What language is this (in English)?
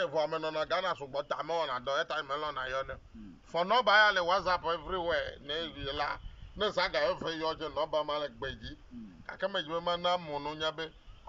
Ewe